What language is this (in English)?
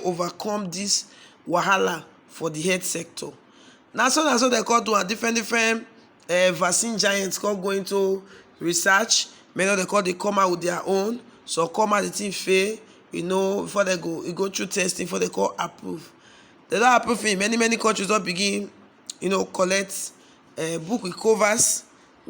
Nigerian Pidgin